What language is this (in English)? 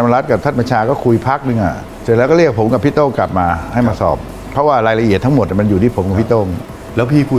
Thai